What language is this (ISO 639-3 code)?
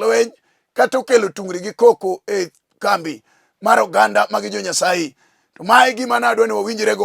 luo